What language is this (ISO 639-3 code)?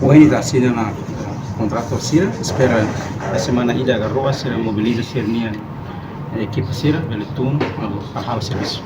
tet